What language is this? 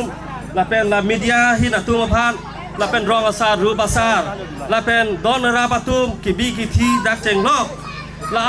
Karbi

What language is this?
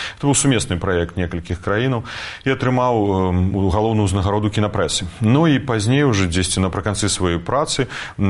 Belarusian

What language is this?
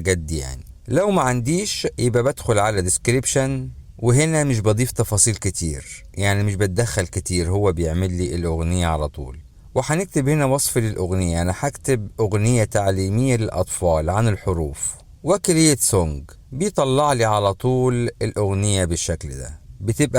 Egyptian Arabic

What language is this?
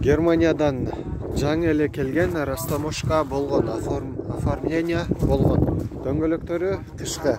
Kyrgyz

